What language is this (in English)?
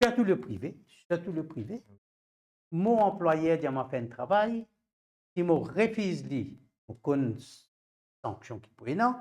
Morisyen